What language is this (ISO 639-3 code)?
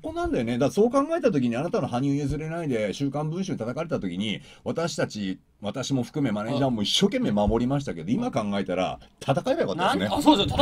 jpn